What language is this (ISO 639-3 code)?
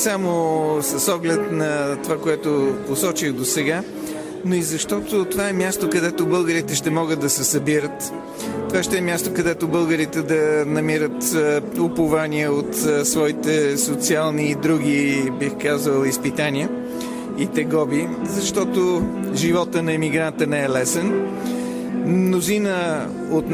bul